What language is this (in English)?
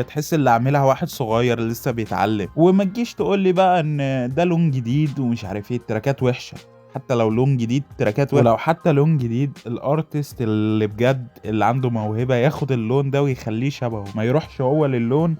Egyptian Arabic